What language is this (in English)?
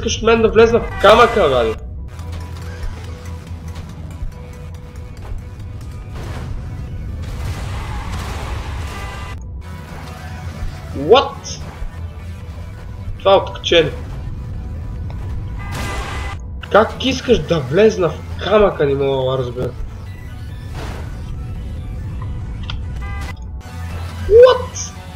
Bulgarian